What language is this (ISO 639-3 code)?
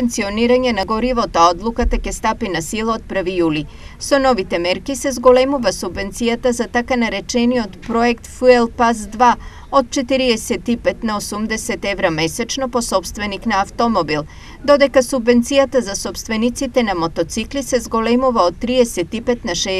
mkd